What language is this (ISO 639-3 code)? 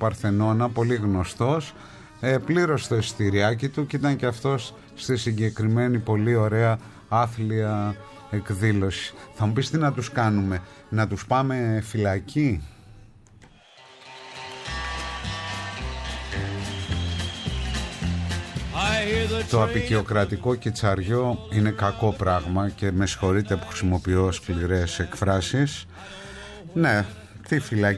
ell